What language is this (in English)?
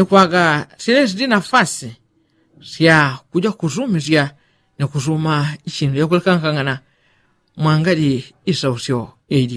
Yao